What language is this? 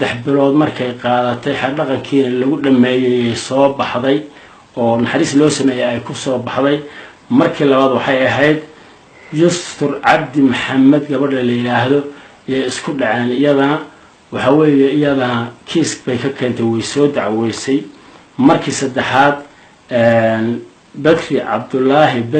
Somali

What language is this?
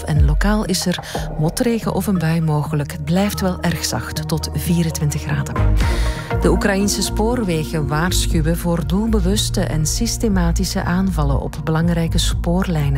Dutch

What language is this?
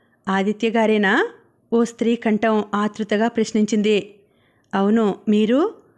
Telugu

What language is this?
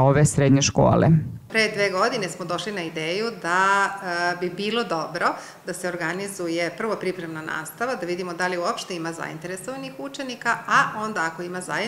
Serbian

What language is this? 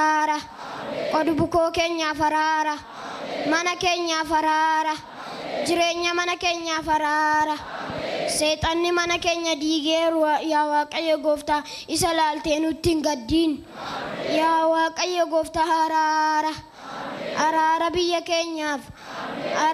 Oromo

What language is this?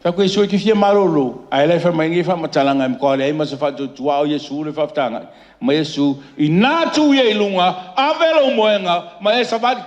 Samoan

